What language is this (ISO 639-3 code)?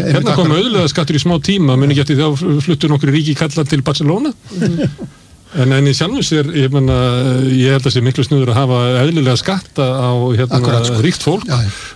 isl